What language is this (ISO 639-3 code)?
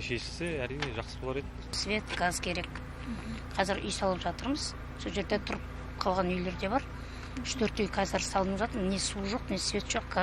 kaz